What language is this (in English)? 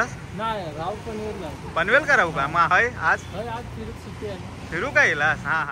Konkani